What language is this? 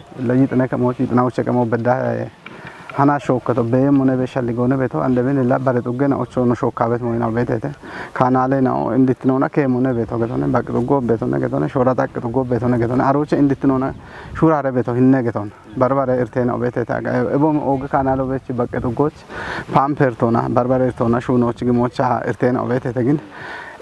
Kafa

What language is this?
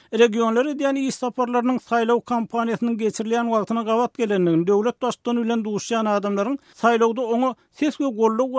Turkmen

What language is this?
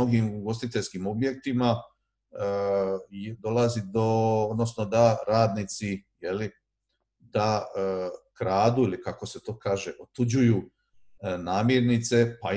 Croatian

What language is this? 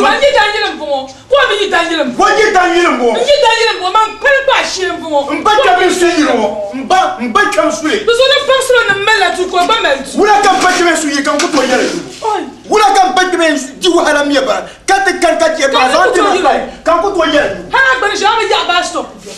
Dagbani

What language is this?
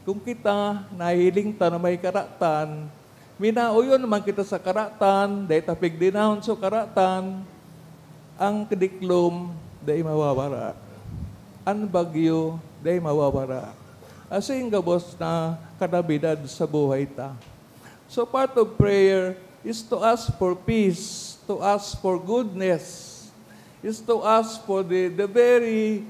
Bikol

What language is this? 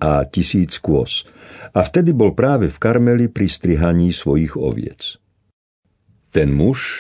Slovak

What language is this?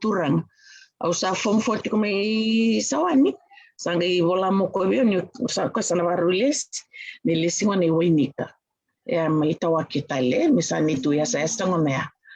Fijian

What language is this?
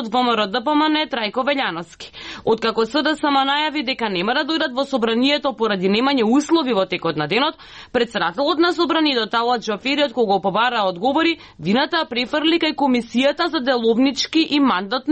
Macedonian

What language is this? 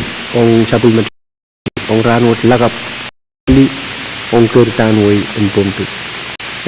Pohnpeian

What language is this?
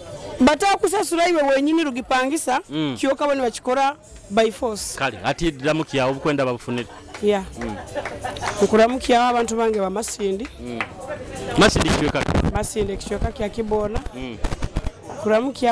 Nyoro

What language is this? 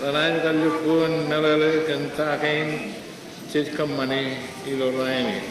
Marshallese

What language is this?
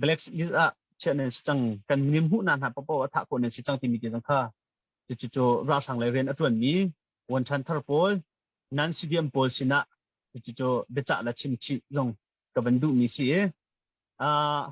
Hakha Chin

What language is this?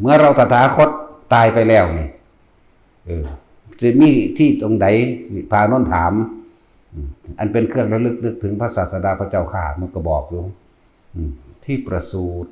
Northeastern Thai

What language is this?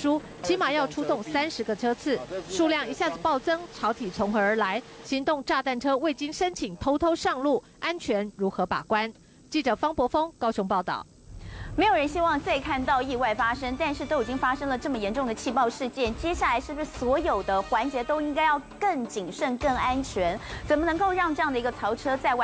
Chinese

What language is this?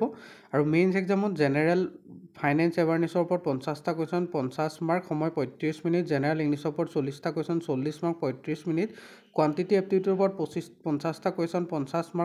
Assamese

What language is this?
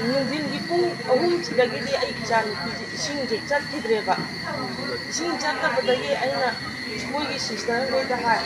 Manipuri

